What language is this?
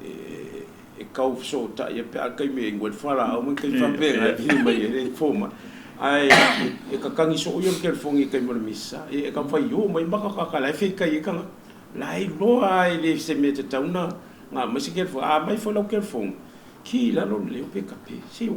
Samoan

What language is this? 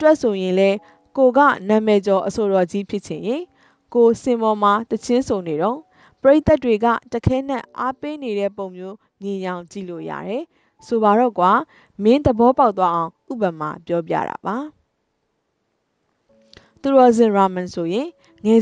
Burmese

